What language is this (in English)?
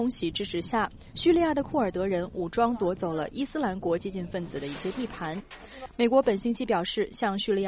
Chinese